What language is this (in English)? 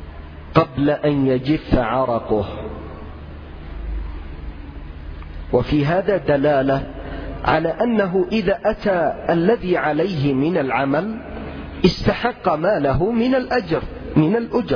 Arabic